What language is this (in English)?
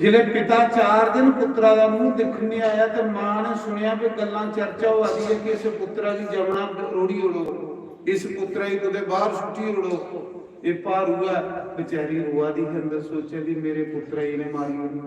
Dogri